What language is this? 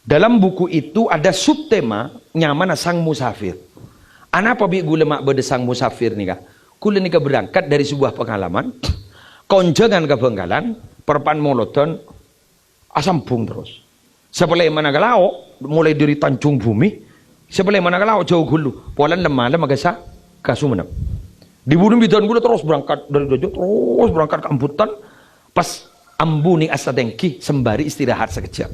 Madurese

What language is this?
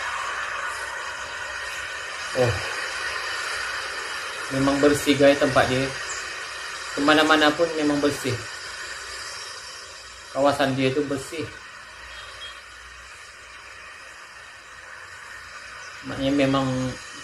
Malay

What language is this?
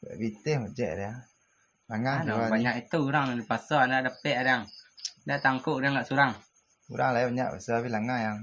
Minangkabau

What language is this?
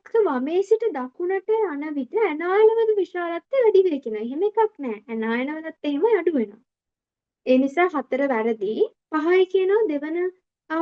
Sinhala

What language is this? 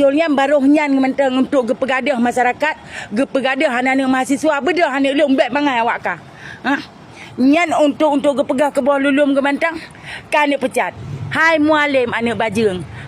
Achinese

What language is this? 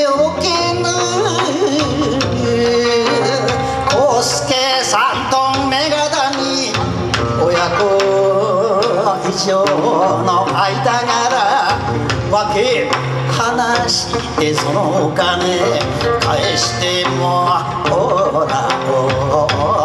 Japanese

